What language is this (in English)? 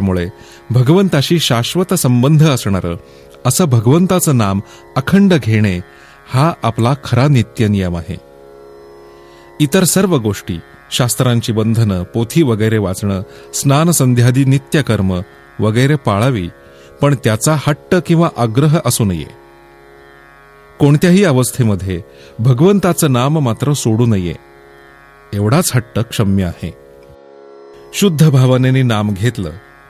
Marathi